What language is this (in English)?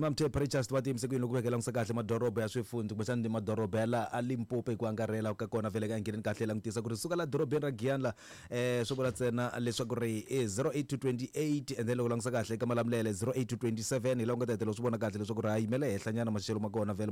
Tsonga